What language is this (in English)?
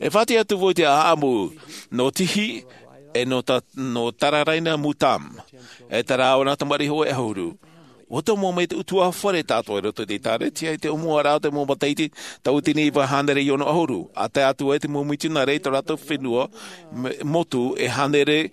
Tahitian